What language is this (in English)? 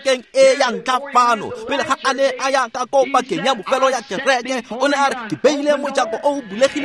Tswana